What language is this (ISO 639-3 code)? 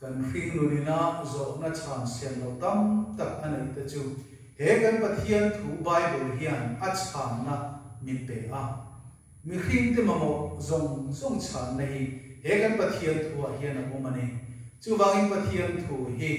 lus